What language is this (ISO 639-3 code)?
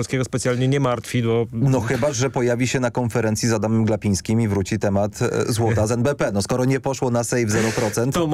pol